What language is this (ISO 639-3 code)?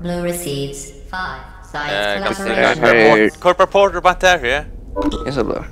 fao